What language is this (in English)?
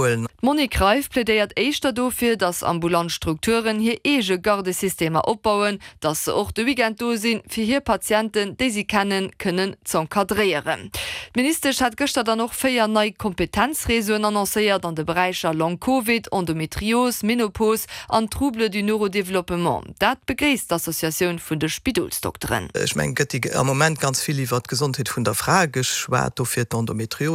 Luxembourgish